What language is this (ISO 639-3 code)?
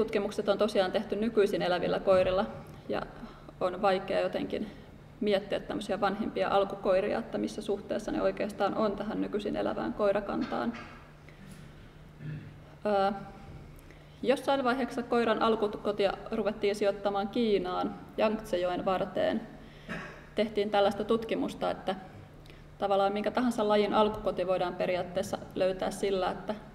fin